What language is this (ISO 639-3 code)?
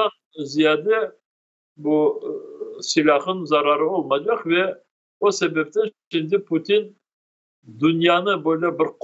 crh